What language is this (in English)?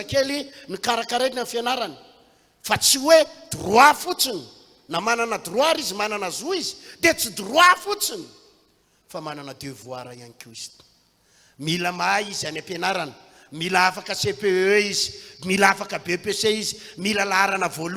Malagasy